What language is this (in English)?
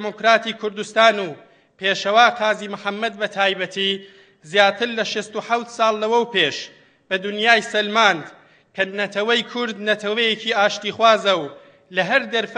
Central Kurdish